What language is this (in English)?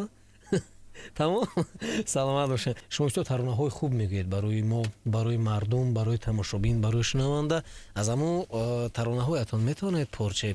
Tajik